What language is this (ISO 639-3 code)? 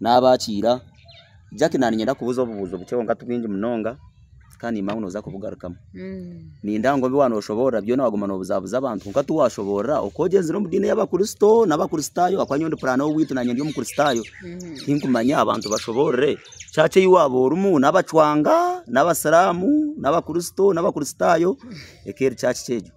nyn